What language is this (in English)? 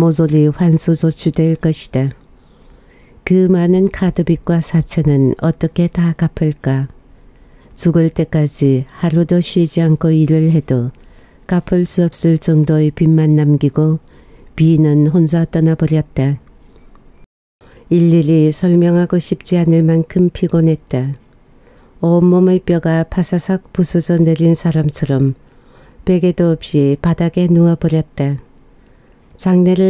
Korean